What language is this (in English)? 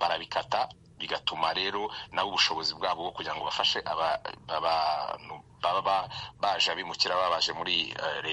Kinyarwanda